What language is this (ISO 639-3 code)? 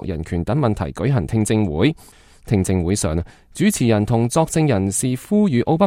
yue